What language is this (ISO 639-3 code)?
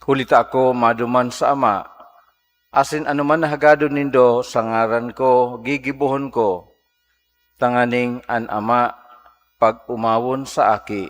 bik